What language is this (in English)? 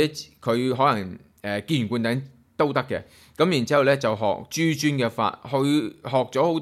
Cantonese